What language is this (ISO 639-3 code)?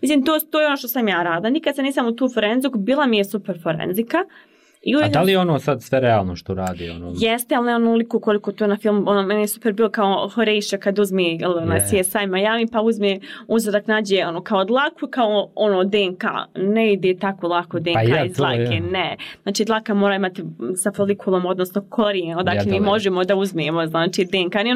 bos